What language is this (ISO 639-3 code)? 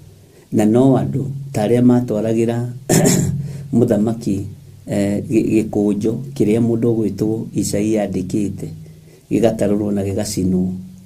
kik